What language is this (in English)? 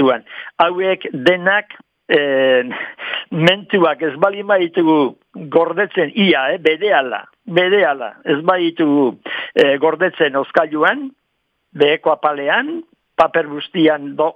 Basque